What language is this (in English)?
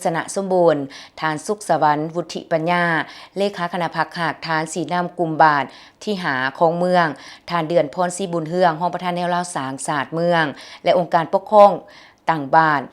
Lao